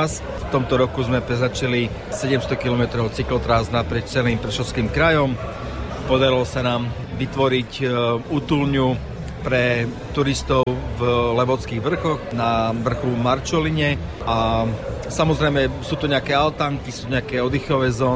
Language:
Slovak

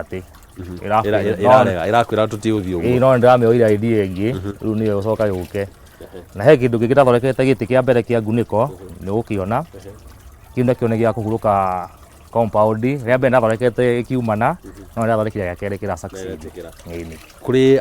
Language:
Kikuyu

